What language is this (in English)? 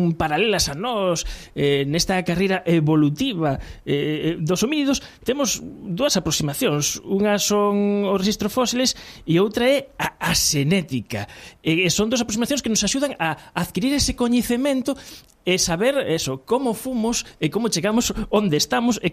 Galician